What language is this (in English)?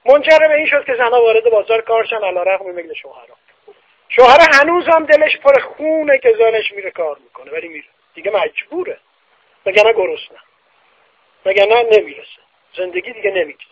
Persian